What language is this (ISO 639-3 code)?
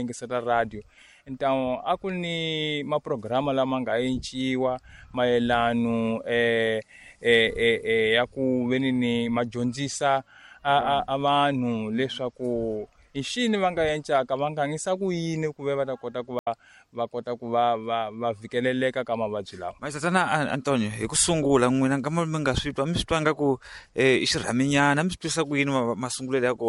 tso